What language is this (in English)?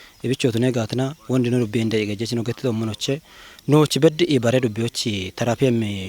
Kafa